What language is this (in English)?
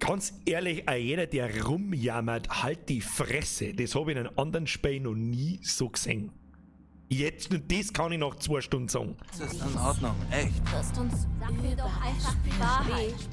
Bavarian